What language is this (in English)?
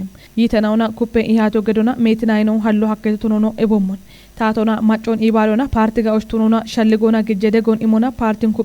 Kafa